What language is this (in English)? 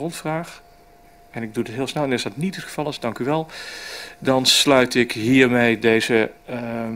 Dutch